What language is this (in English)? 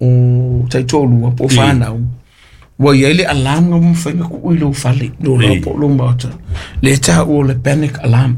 Samoan